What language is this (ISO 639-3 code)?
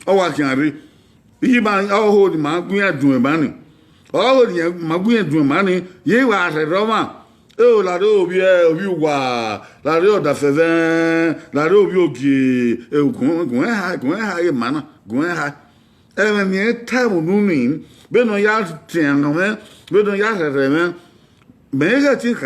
bin